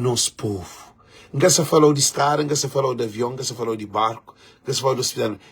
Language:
Kabuverdianu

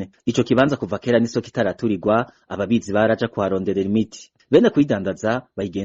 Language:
Rundi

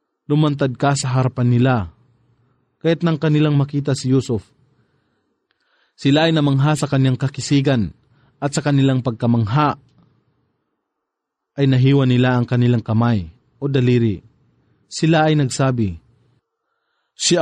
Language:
Filipino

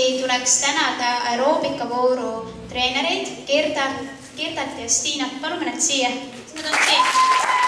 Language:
Estonian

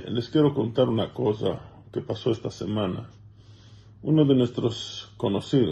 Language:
Ladino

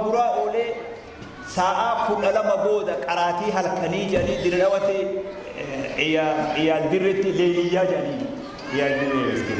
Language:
Oromo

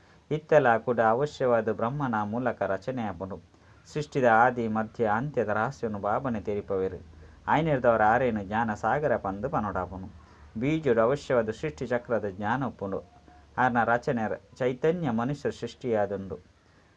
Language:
Tulu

